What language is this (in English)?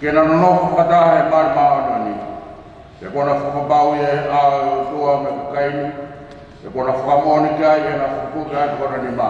Tongan